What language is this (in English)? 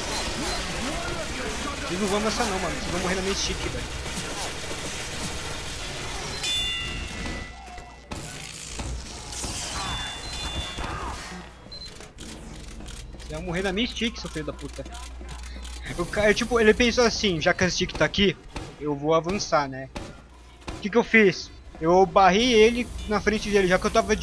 Portuguese